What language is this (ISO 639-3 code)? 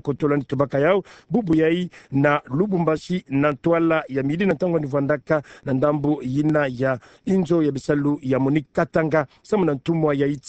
ktu